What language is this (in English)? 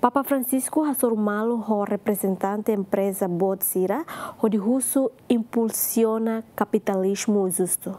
Tetum